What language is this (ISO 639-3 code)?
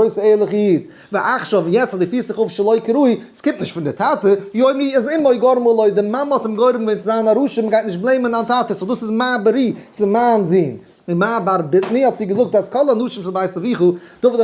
yid